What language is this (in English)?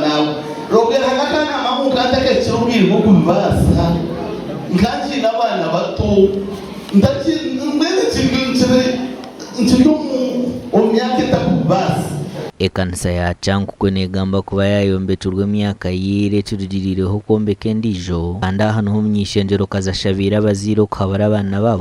Nyankole